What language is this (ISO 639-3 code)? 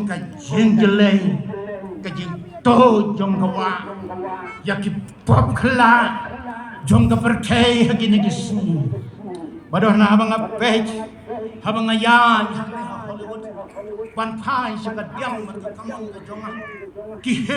kha